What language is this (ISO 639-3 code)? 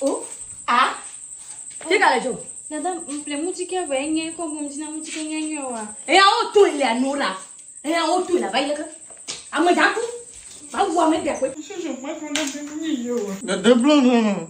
ewe